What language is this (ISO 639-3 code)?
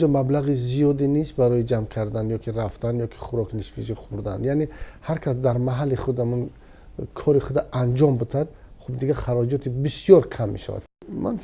tgk